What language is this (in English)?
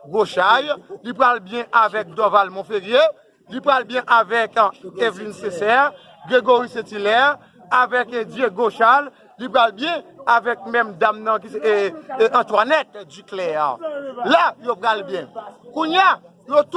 Haitian Creole